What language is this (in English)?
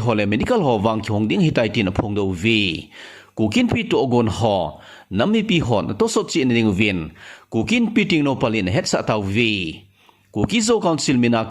Thado Chin